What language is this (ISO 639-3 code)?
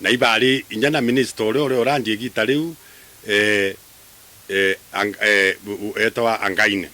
mer